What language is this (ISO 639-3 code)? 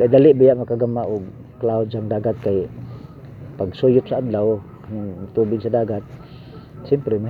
ceb